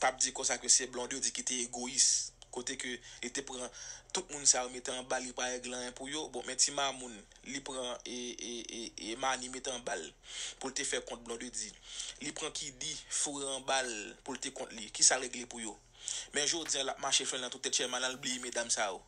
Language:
Haitian Creole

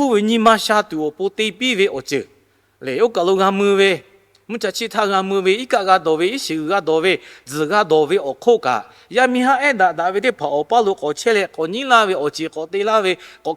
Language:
Lahu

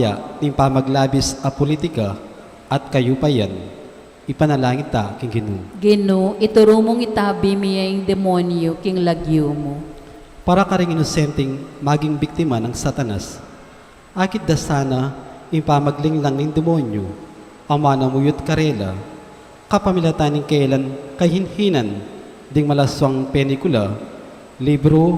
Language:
Pampanga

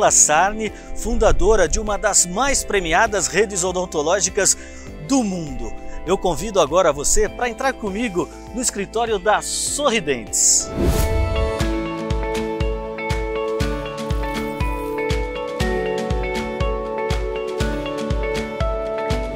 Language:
Portuguese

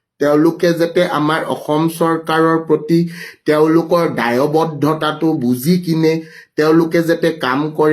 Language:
Assamese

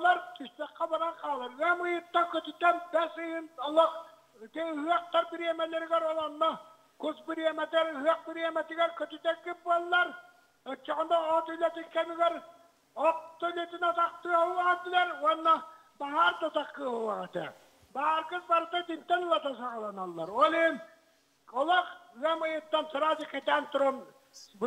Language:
Yakut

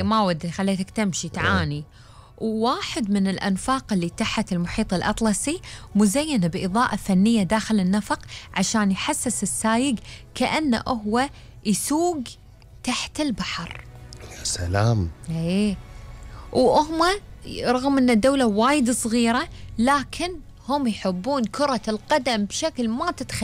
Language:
Gulf Arabic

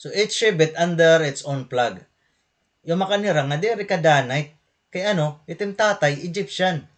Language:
Waray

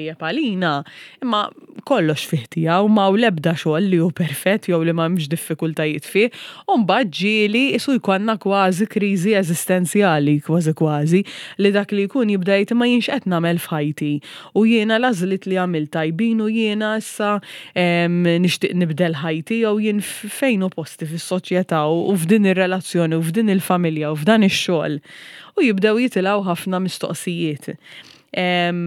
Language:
Maltese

